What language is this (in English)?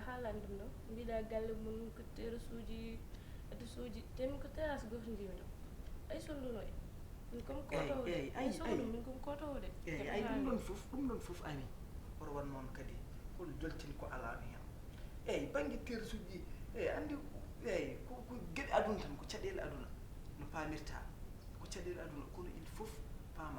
Fula